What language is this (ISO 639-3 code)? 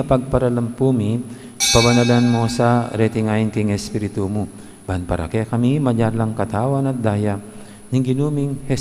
pam